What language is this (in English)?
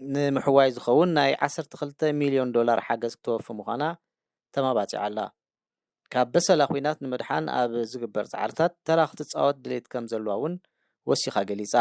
Tigrinya